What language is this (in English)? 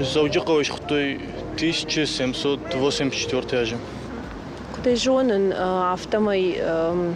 Ossetic